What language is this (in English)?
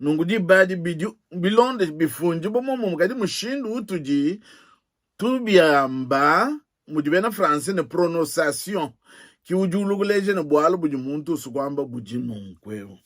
Luba-Lulua